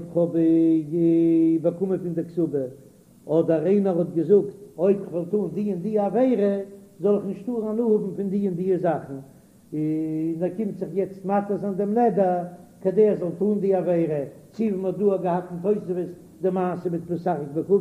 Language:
Yiddish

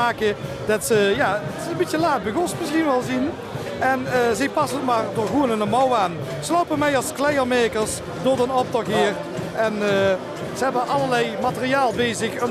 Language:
Limburgish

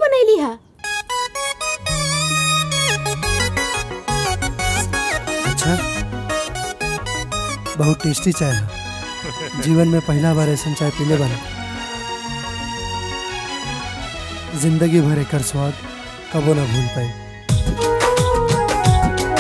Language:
Bhojpuri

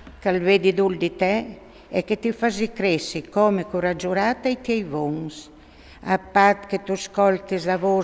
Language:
Friulian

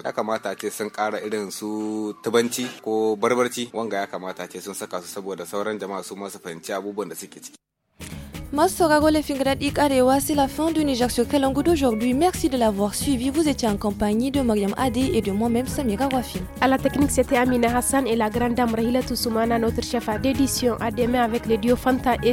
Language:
Hausa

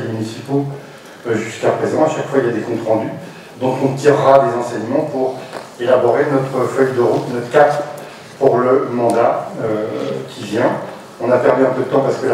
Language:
French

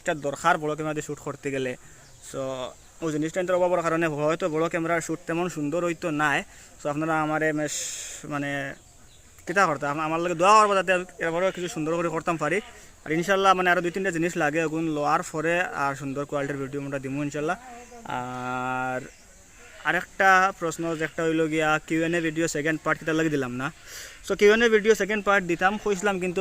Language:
Sylheti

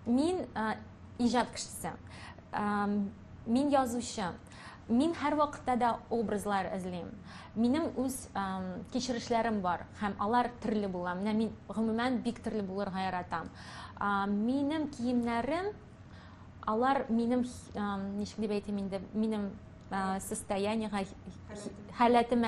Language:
Tatar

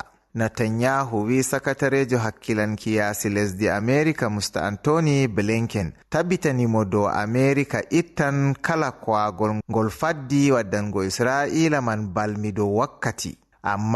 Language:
Fula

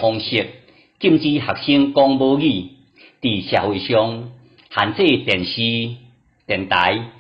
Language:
Min Nan Chinese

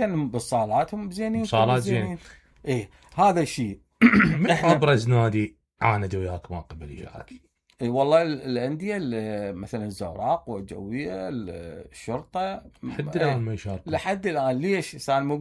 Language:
Mesopotamian Arabic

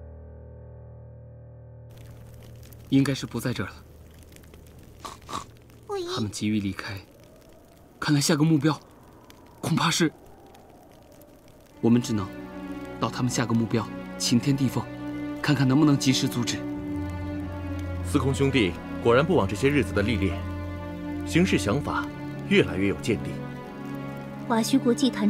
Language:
Chinese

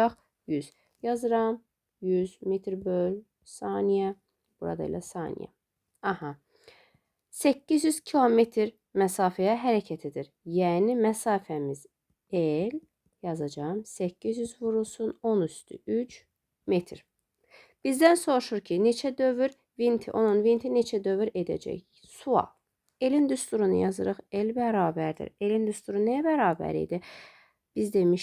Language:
Azerbaijani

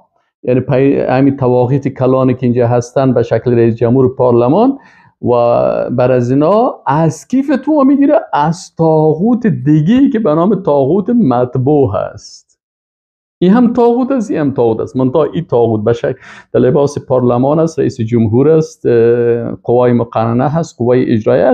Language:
Persian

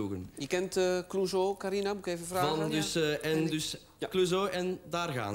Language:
Dutch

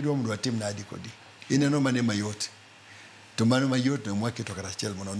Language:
Luo (Kenya and Tanzania)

